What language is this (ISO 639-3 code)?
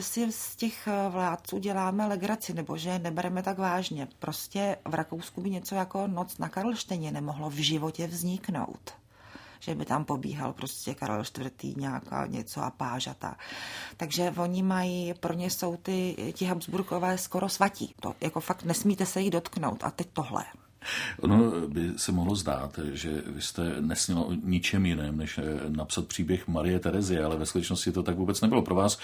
ces